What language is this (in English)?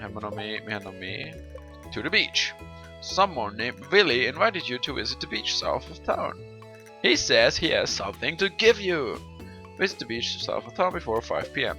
Swiss German